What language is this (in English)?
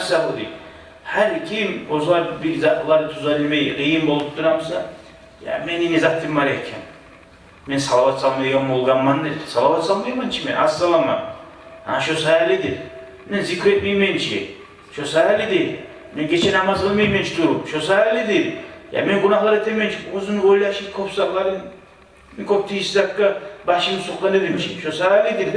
Kumyk